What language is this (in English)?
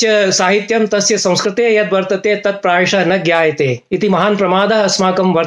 Sanskrit